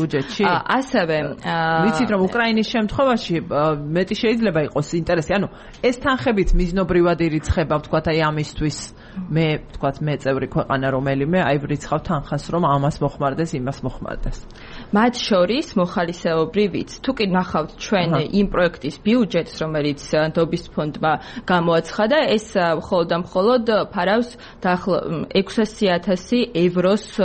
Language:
Georgian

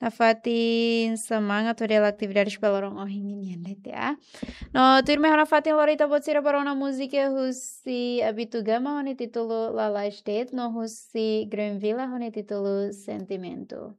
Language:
Tetum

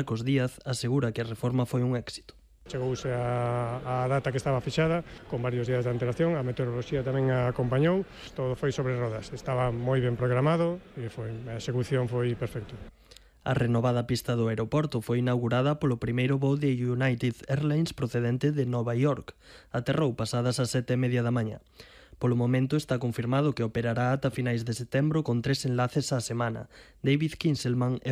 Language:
Galician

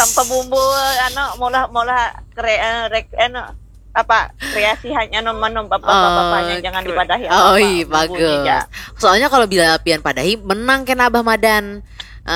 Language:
Banjar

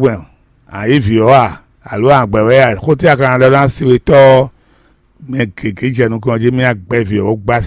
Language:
Fon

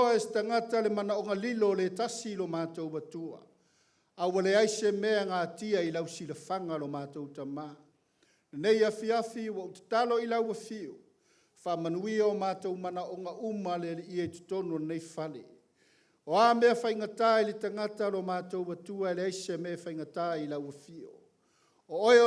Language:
Samoan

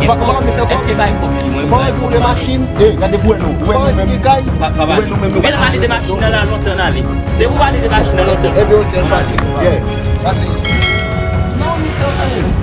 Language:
Haitian Creole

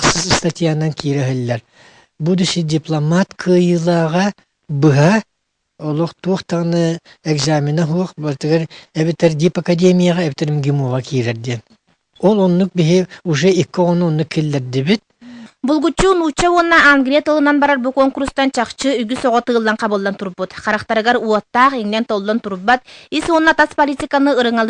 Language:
Yakut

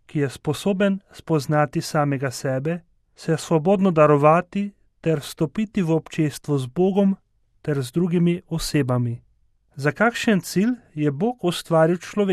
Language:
Slovenian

